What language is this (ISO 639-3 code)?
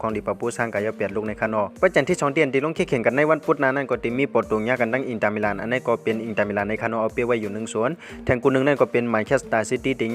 shn